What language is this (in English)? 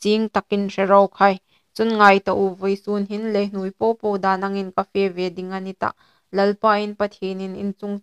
Hmar